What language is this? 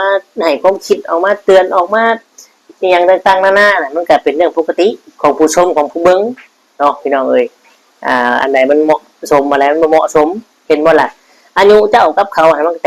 Northeastern Thai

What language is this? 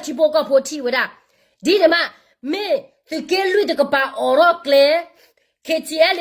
S'gaw Karen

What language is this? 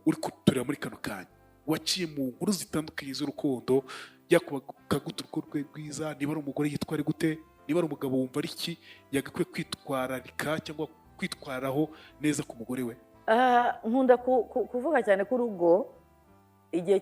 Kinyarwanda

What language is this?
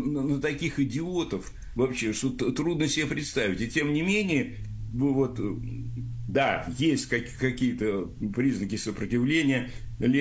Russian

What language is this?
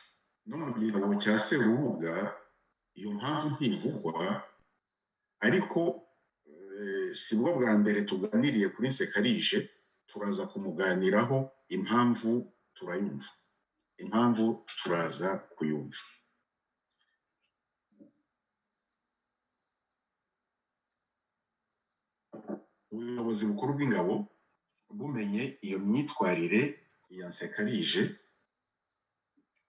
Kinyarwanda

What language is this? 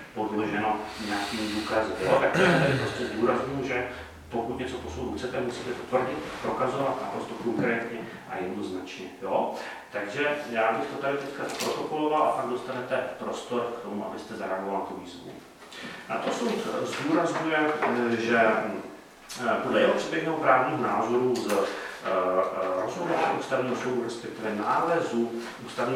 Czech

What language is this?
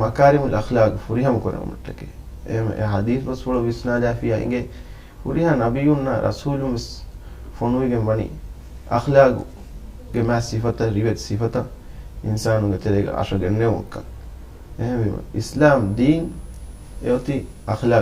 Divehi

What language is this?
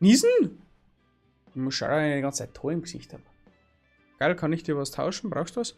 Bavarian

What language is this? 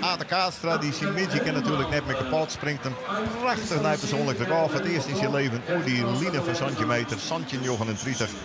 Western Frisian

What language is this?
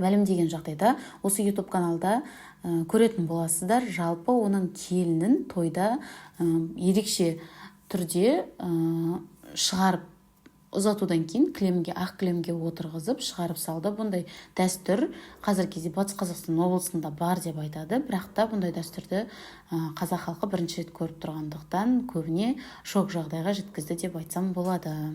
Kazakh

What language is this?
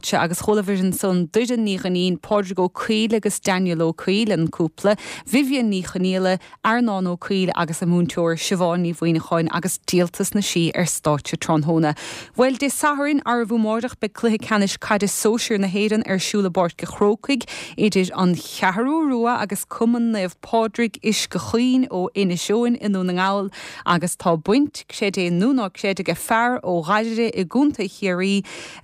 Irish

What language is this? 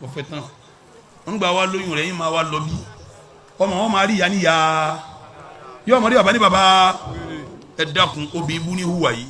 Yoruba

